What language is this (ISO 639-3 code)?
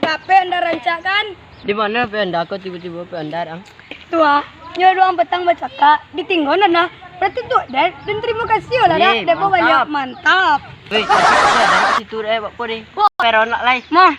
min